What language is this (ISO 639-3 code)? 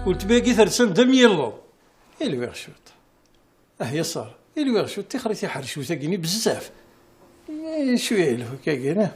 kab